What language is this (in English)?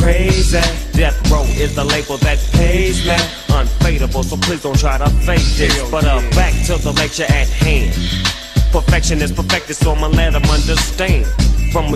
English